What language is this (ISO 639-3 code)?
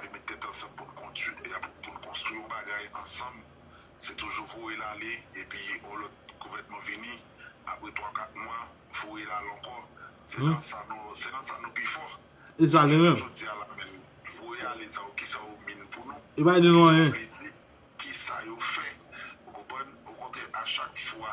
hat